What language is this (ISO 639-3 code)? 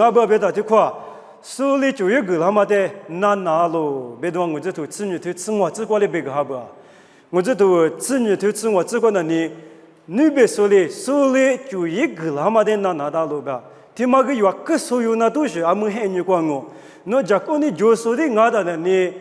lis